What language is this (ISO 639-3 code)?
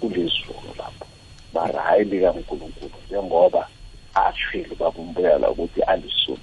nbl